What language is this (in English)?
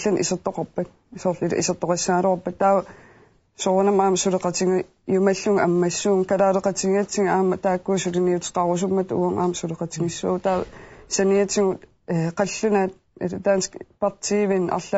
Kalaallisut